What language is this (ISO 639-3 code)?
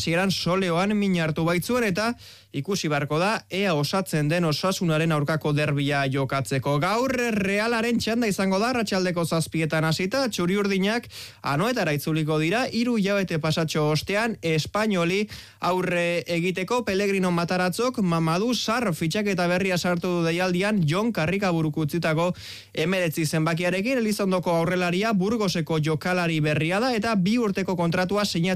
eus